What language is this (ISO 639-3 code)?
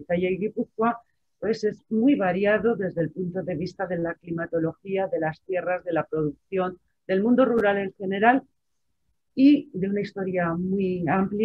spa